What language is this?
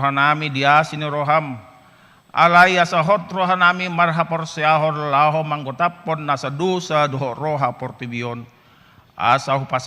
Batak Toba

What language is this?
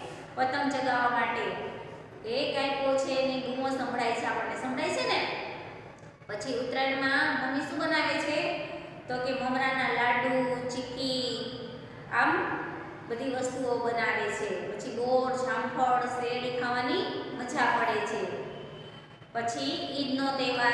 Gujarati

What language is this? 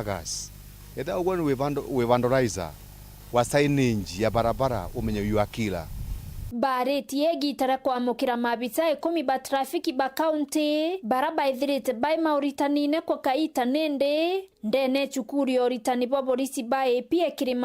Meru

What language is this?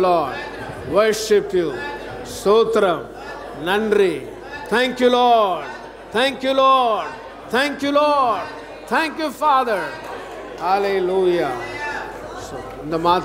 Tamil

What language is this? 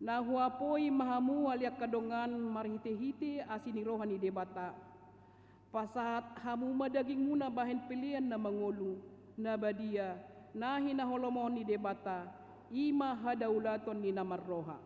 Batak Toba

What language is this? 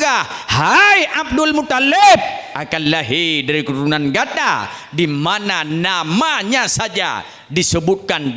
Achinese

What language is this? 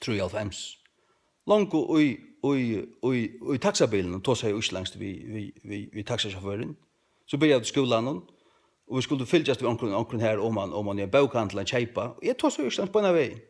Faroese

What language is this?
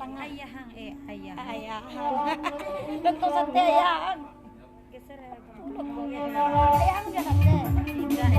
Minangkabau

